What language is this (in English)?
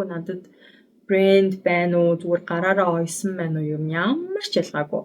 Mongolian